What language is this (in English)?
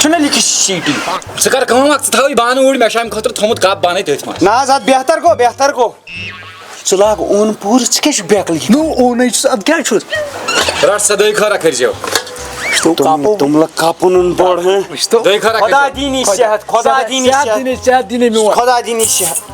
Kashmiri